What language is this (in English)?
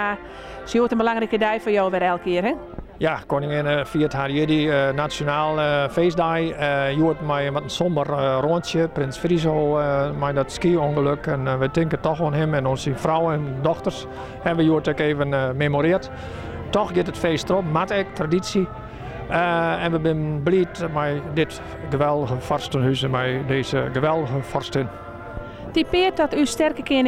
Western Frisian